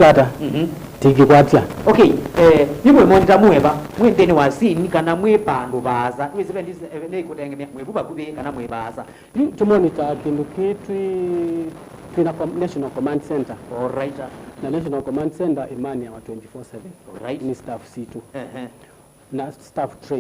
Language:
Kamba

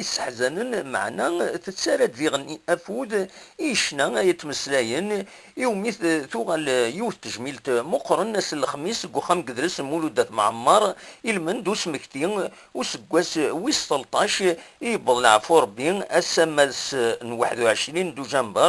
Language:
Kabyle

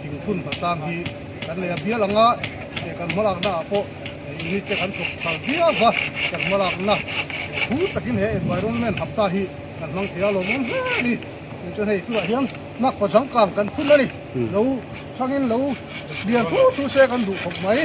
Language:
Mizo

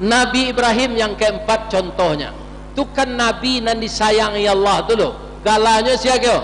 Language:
Minangkabau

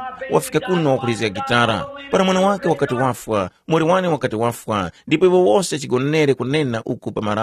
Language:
Tumbuka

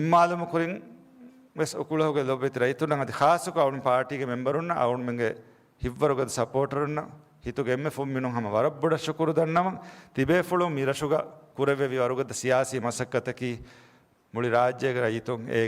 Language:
Divehi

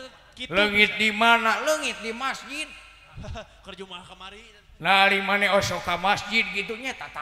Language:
Sundanese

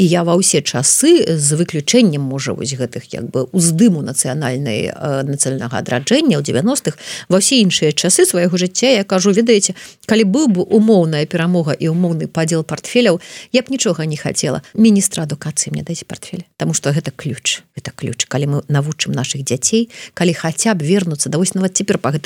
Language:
Belarusian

